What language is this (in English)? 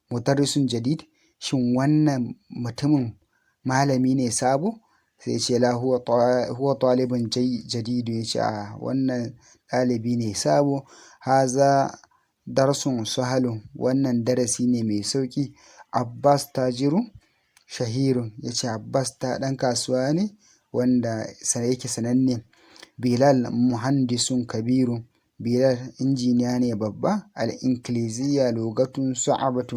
Hausa